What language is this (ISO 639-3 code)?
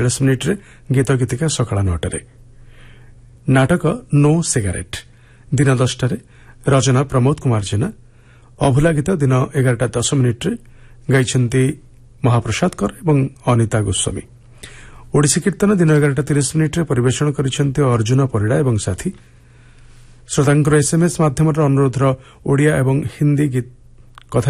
ori